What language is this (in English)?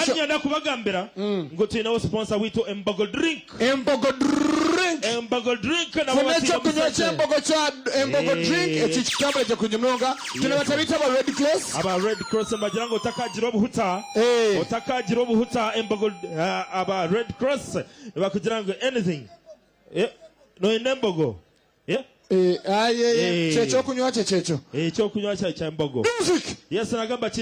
Nyankole